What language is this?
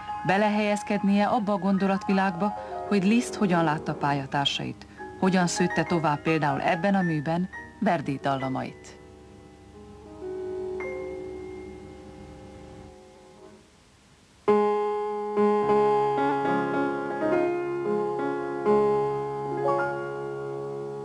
Hungarian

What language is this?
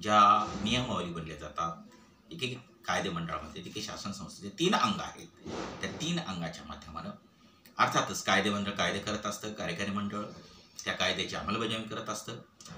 Marathi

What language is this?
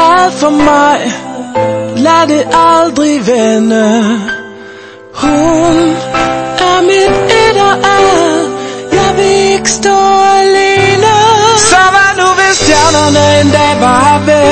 Danish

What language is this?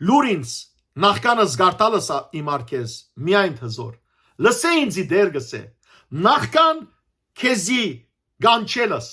Western Armenian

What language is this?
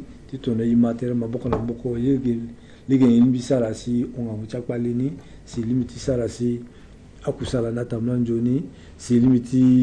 Sango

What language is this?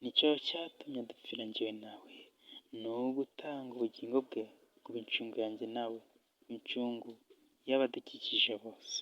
Kinyarwanda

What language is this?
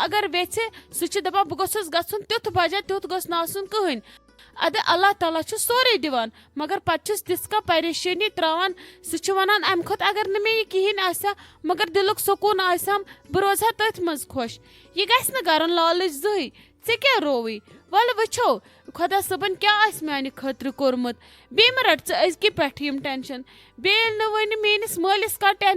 Kashmiri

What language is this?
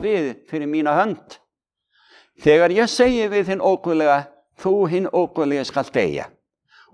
Icelandic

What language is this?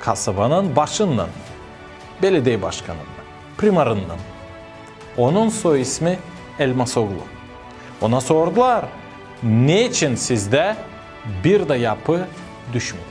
Gagauz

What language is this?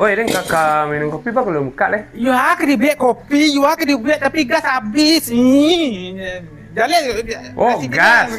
Minangkabau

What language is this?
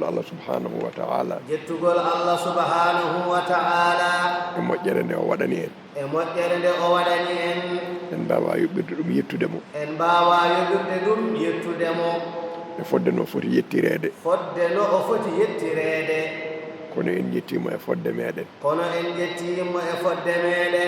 Fula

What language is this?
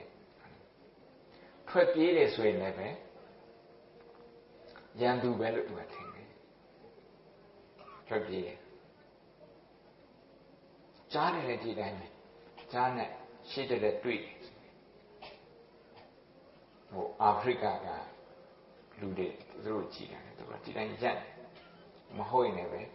Burmese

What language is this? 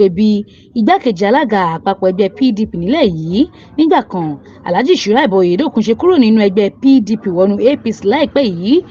Yoruba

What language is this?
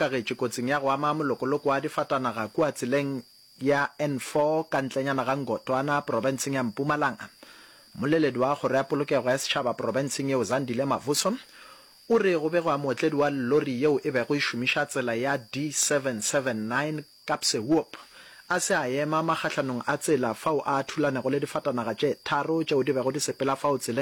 Northern Sotho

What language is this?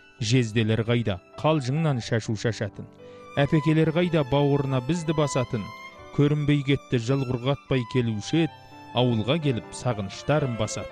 Kazakh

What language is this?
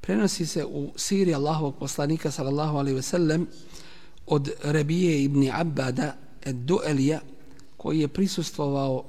Bosnian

